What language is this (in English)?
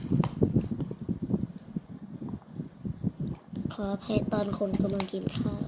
Lao